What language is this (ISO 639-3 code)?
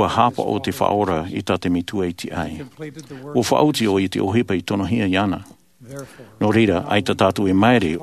tah